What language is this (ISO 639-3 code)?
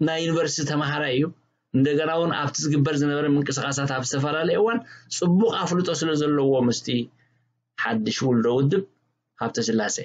tir